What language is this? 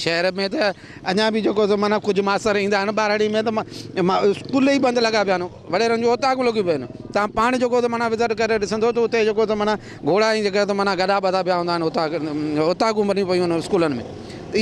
Sindhi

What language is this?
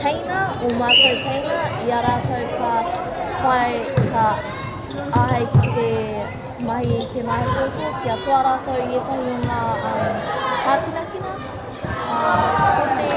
Māori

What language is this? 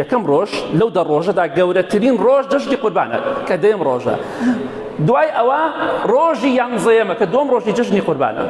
Central Kurdish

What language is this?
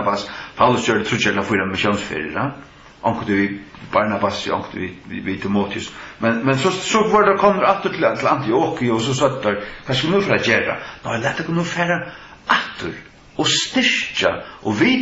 Faroese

